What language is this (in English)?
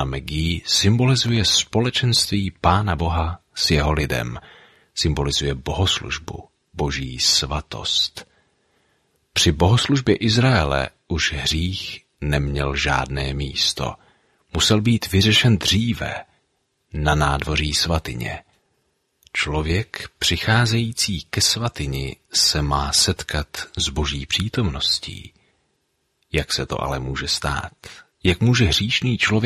Czech